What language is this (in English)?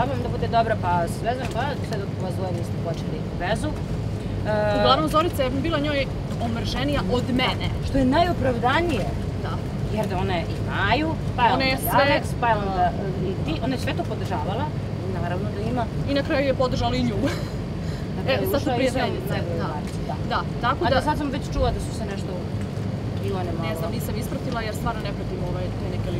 Serbian